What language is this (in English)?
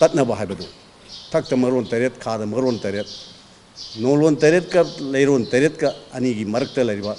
Manipuri